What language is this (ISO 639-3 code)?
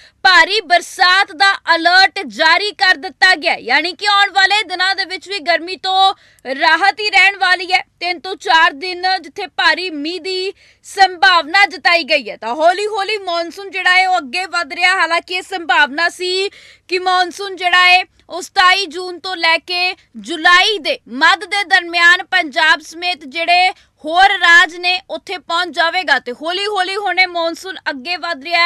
pan